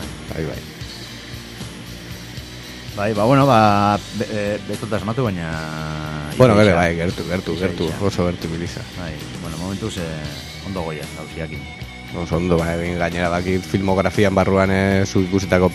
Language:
Basque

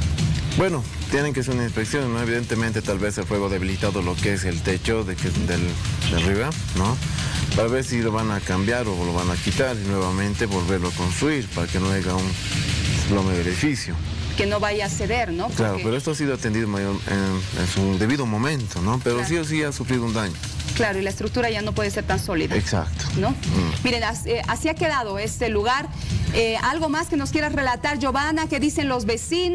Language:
Spanish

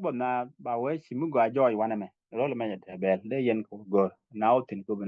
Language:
Nuer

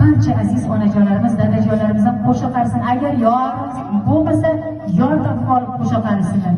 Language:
Uzbek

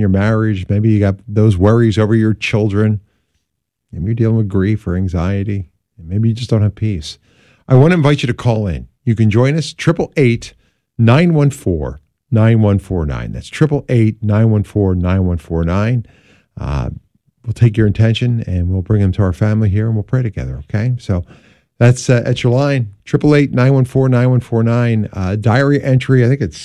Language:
English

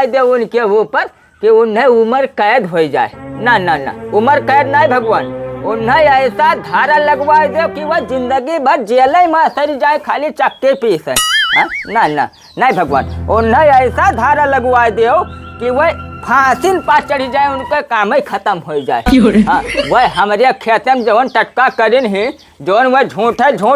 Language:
Awadhi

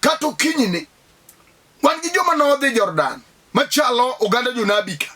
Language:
Luo (Kenya and Tanzania)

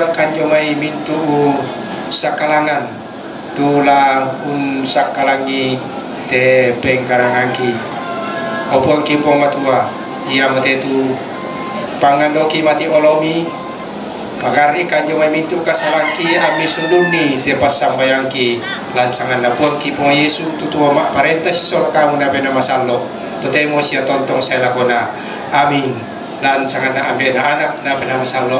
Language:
Toraja-Sa'dan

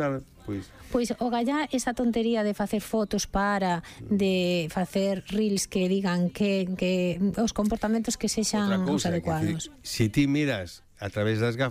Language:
Galician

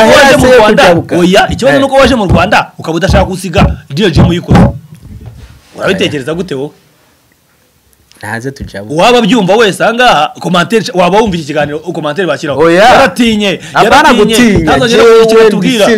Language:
Kinyarwanda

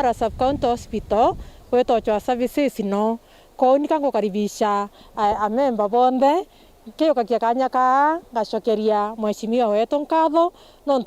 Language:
Meru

